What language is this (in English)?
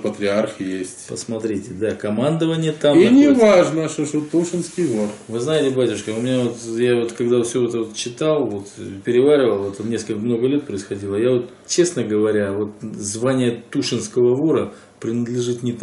Russian